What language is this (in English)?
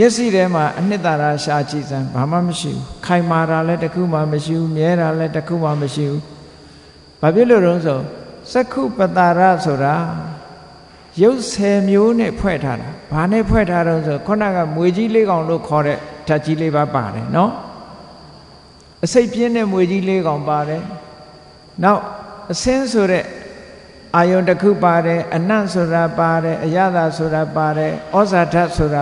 Burmese